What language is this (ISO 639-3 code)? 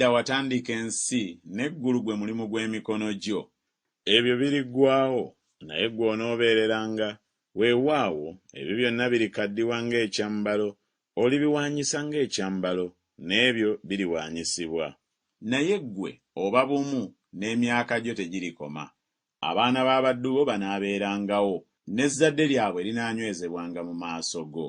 lug